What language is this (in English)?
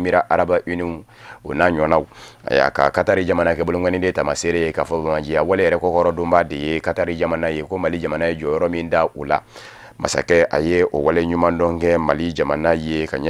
Bambara